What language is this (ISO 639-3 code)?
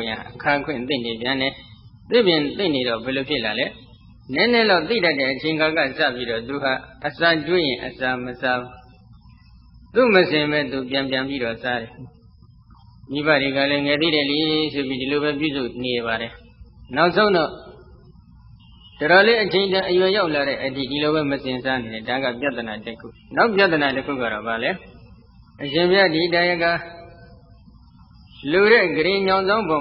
mya